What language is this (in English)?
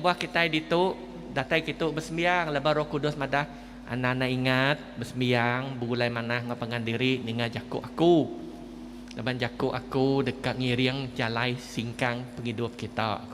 Iban